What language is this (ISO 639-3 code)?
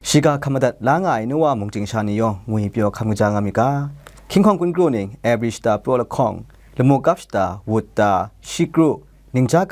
kac